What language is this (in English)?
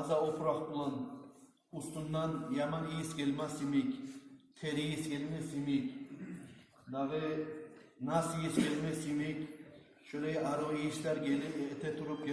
Kumyk